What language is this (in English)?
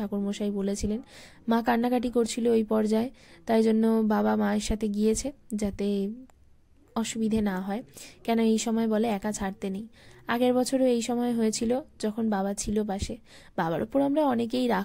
Bangla